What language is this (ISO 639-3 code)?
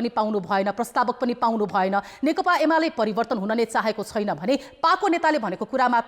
nep